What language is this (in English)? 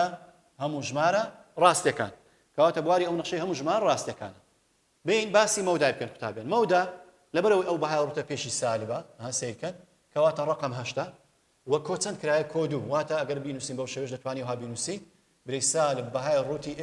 Central Kurdish